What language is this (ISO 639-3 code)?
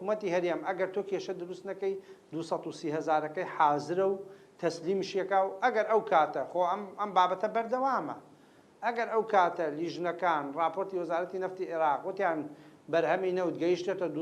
ckb